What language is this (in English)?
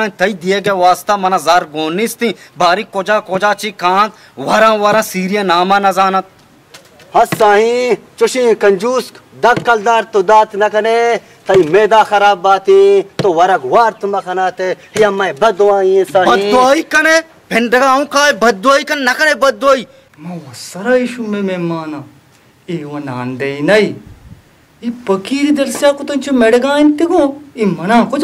Baluchi